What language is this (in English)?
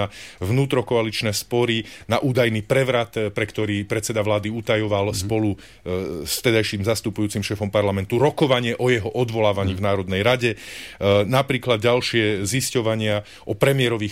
Slovak